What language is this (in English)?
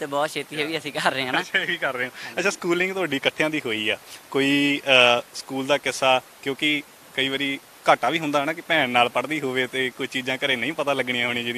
Punjabi